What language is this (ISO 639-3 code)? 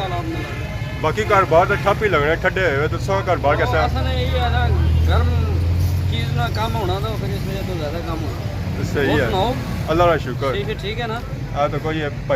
phr